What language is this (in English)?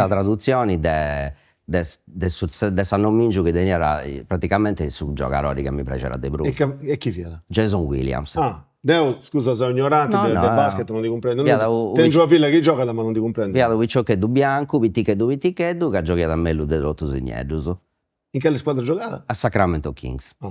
Sardinian